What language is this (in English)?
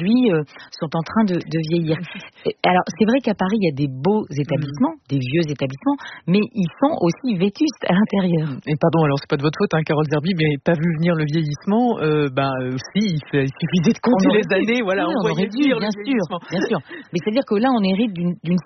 French